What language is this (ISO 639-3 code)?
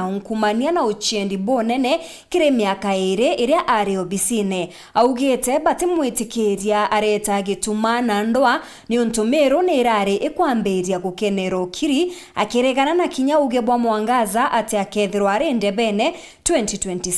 mer